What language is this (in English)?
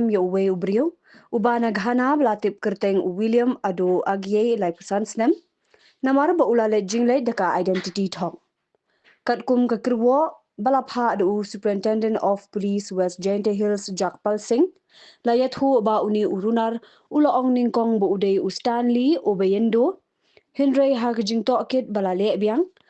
Khasi